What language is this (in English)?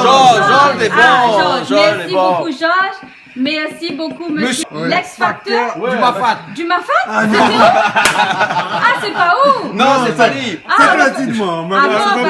Réunion Creole French